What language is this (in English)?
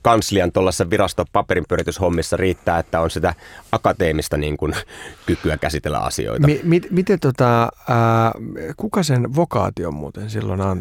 Finnish